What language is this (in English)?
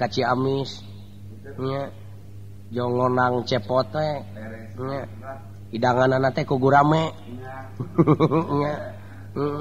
Sundanese